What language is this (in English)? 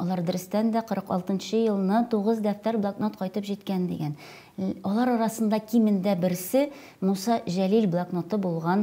Tatar